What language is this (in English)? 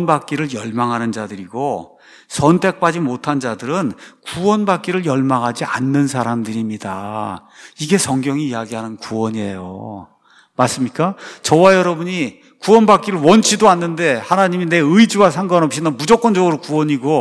Korean